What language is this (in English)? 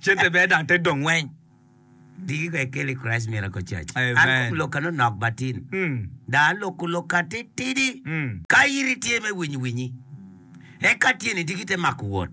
Acoli